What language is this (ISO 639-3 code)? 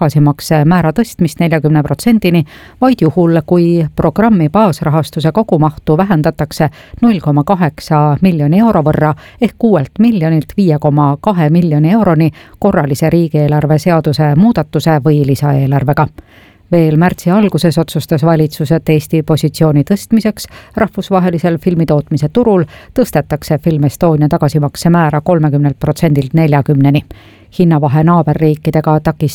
est